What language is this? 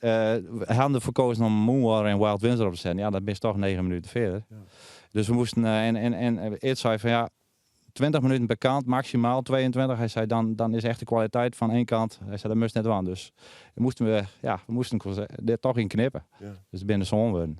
Western Frisian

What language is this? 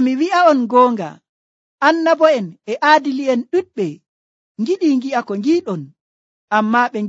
Nigerian Fulfulde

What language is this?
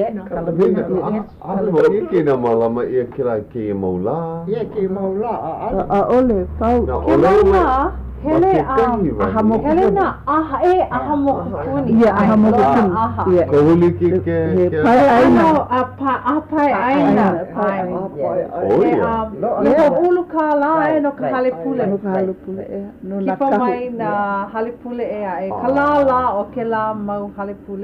Hawaiian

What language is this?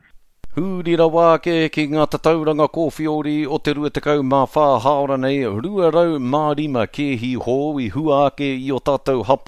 Māori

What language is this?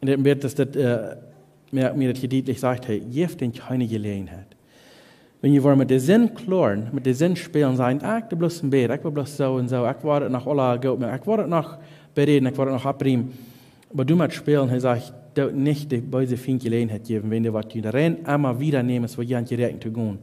Plautdietsch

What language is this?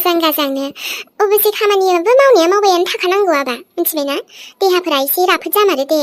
Bodo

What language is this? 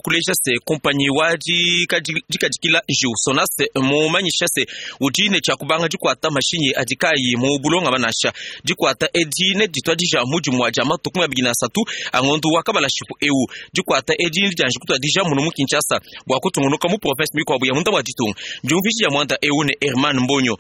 Luba-Lulua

